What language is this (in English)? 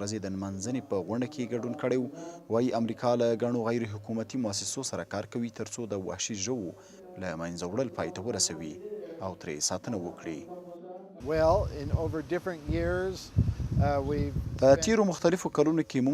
Pashto